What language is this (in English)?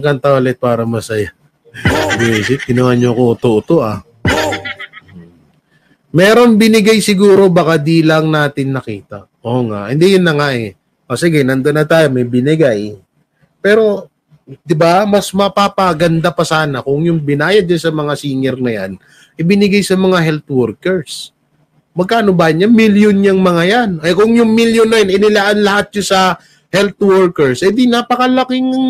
Filipino